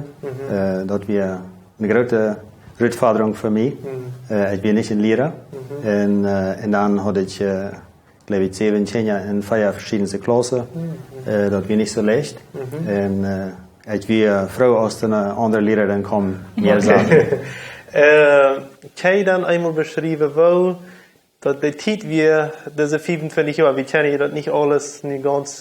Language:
Plautdietsch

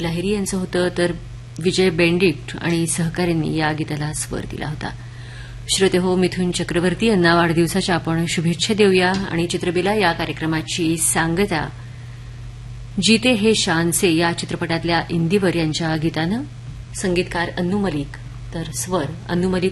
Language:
Marathi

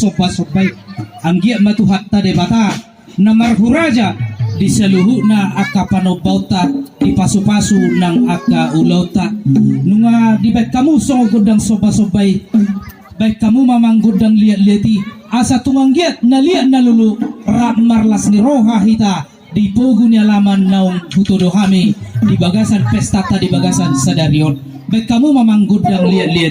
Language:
Batak Toba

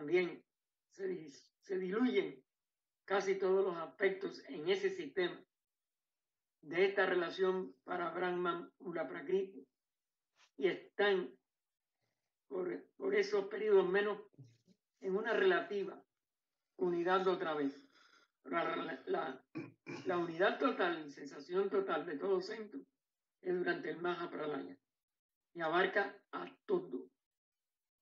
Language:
Spanish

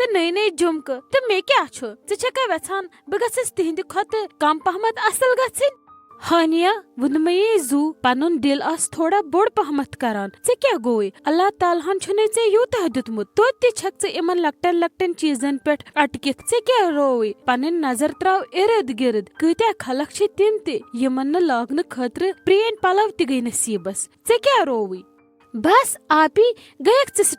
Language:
Kashmiri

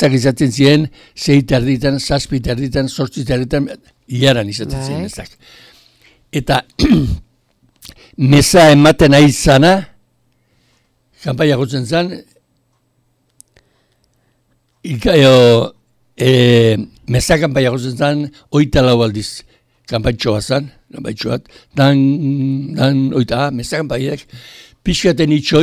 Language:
Basque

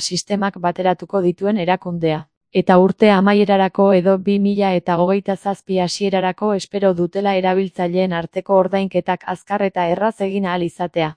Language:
Basque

